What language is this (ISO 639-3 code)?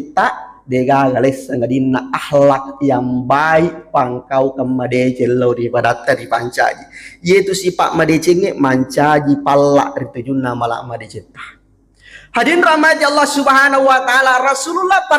bug